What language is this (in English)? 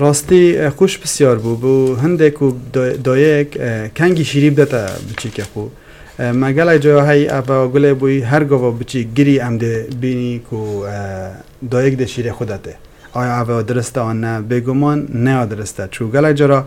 Kurdish